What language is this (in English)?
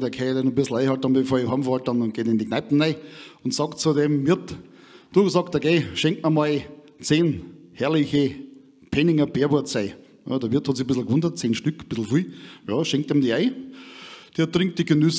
Bavarian